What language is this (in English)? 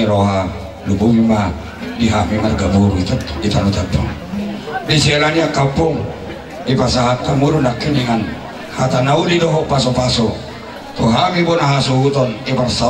Batak Toba